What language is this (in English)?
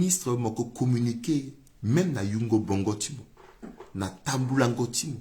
Sango